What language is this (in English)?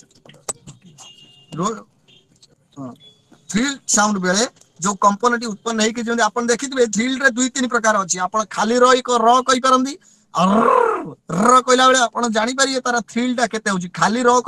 Odia